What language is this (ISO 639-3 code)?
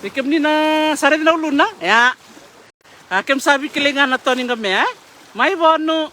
fij